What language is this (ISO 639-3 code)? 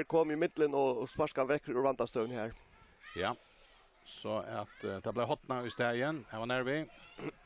fao